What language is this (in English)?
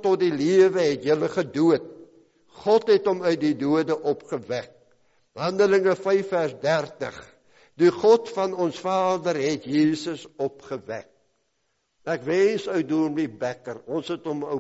Afrikaans